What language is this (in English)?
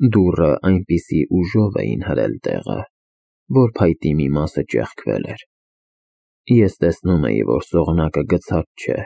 Armenian